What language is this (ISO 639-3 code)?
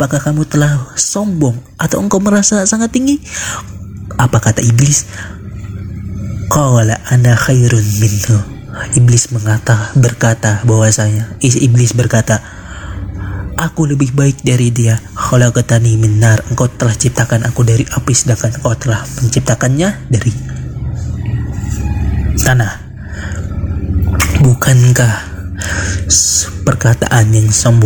ind